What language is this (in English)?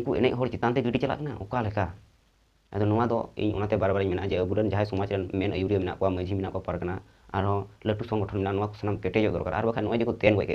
Santali